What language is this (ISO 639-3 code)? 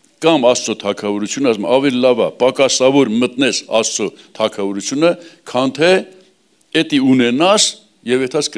hye